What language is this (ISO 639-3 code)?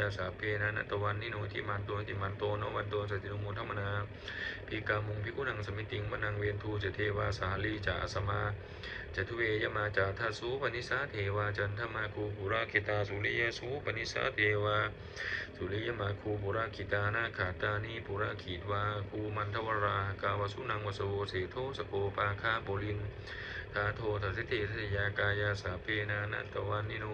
pli